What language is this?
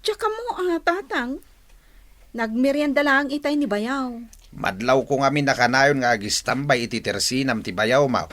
Iloko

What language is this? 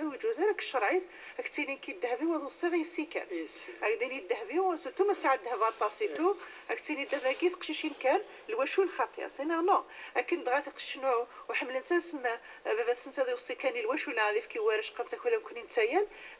Moroccan Arabic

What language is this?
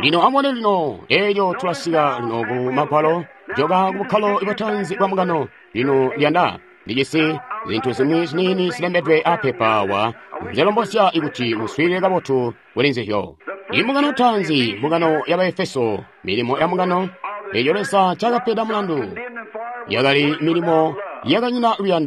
Tonga (Zambia)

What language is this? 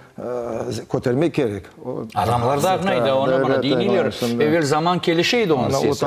Crimean Tatar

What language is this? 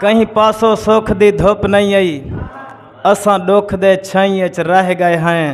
Saraiki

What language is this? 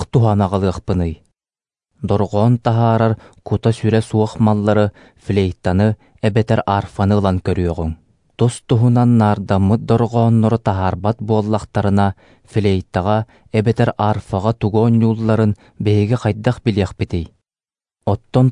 Yakut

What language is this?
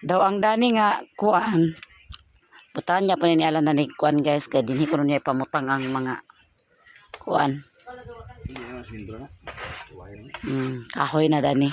Cebuano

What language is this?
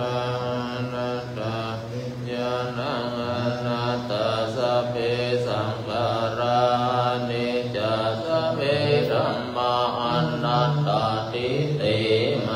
Pali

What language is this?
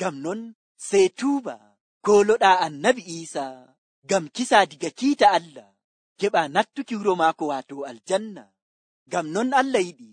Nigerian Fulfulde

